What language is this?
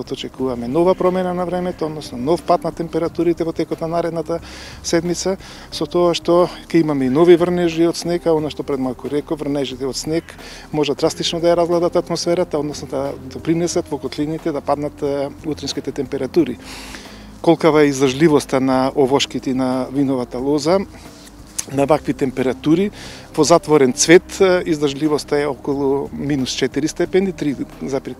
Macedonian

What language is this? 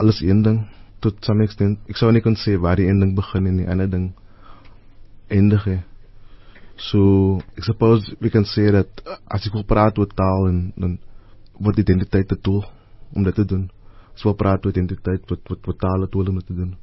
Afrikaans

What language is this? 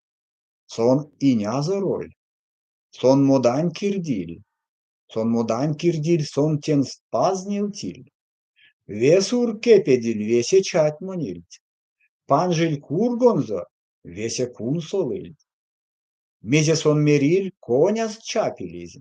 Erzya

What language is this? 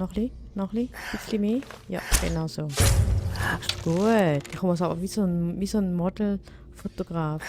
Swiss German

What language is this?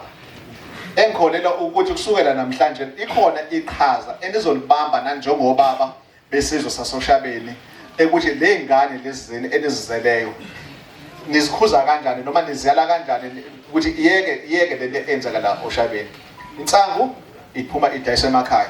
Zulu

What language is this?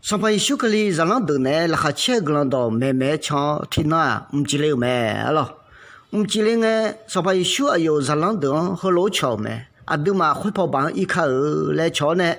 Akha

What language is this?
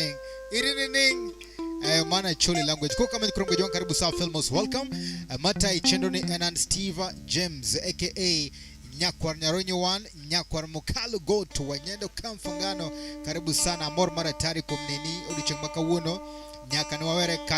Luo (Kenya and Tanzania)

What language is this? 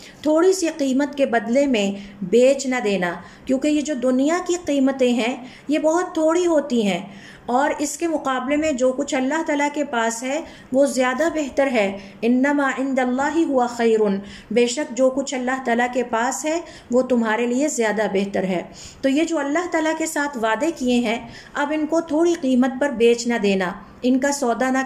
Urdu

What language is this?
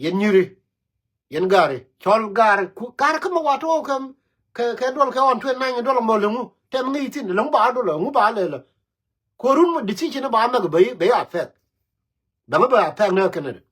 Nuer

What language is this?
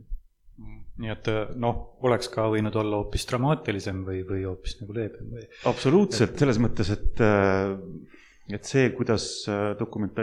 Estonian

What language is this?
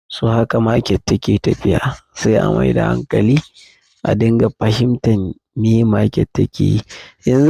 Hausa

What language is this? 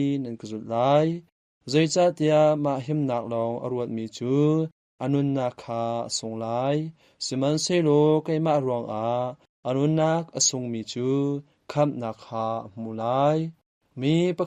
Hakha Chin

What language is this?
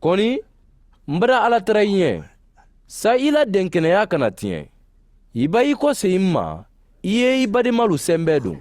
Mandingo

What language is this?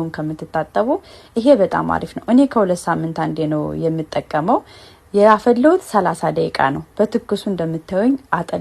Amharic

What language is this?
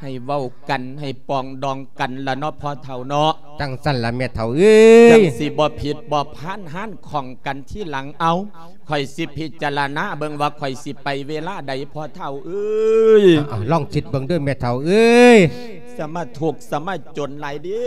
Lao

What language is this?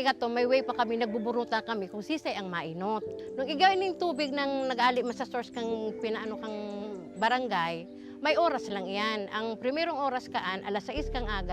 Bikol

